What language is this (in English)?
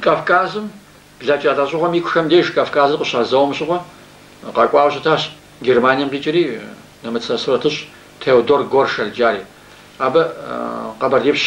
Kabardian